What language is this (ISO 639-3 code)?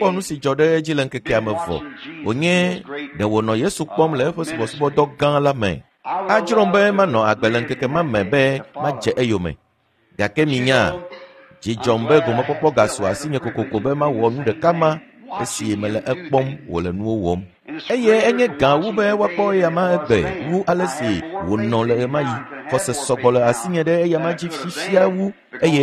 ewe